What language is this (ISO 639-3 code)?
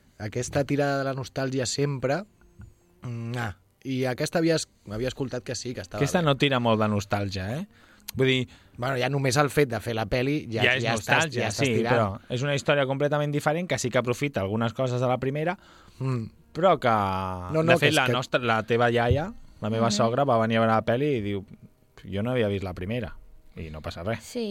cat